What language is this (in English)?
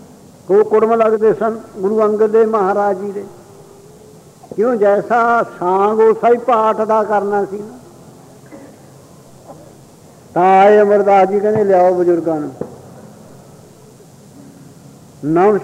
Punjabi